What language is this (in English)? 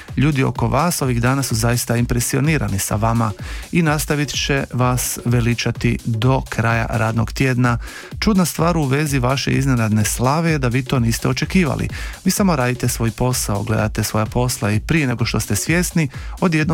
Croatian